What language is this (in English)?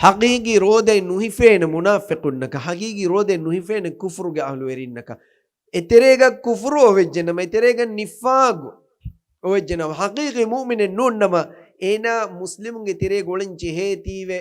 Divehi